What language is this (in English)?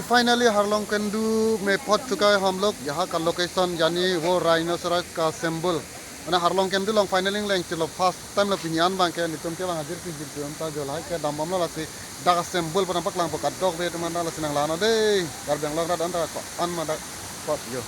Karbi